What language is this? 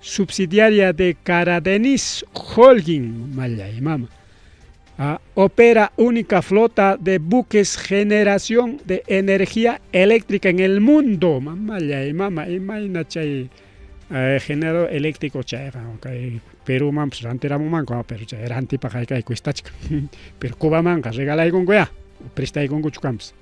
Ayacucho Quechua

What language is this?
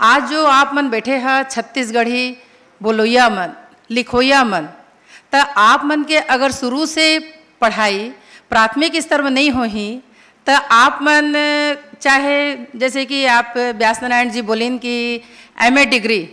Chhattisgarhi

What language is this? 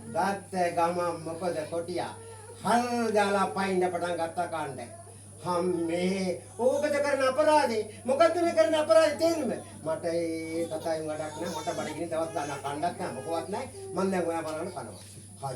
Sinhala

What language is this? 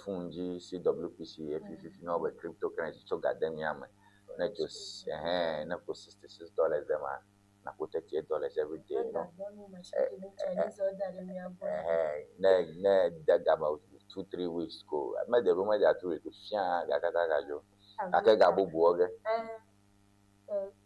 Ewe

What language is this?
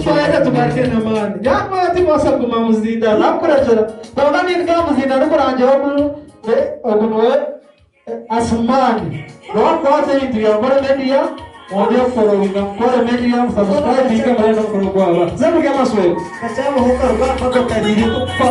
Nyankole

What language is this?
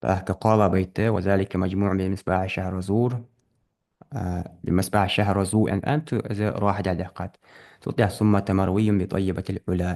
Ingush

